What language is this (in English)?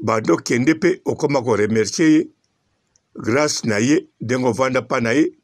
Lingala